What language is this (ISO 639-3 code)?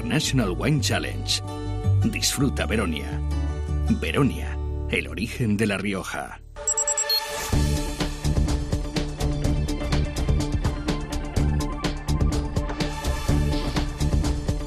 spa